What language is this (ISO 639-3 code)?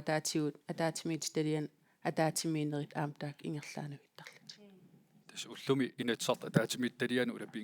kal